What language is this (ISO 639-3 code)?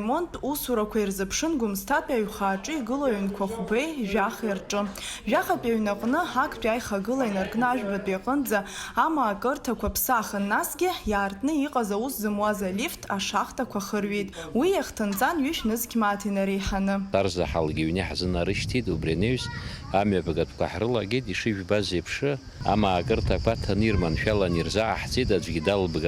abk